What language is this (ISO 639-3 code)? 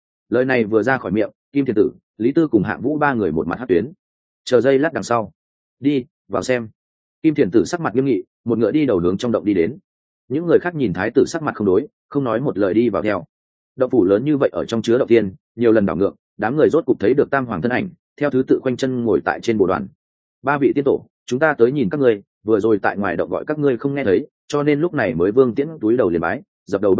vie